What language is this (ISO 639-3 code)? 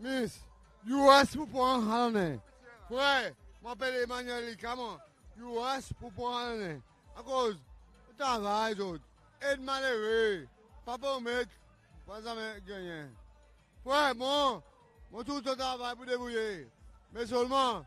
crs